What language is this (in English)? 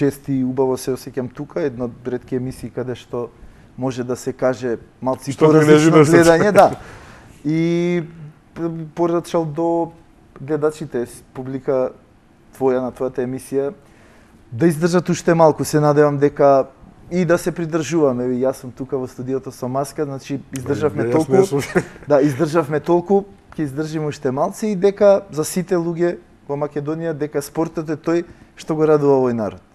Macedonian